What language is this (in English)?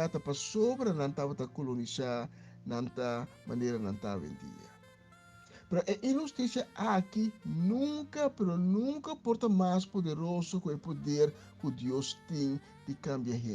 Papiamento